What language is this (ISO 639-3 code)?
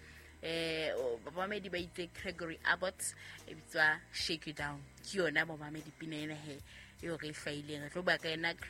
sot